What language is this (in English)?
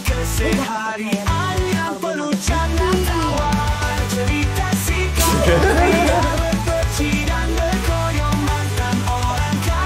Betawi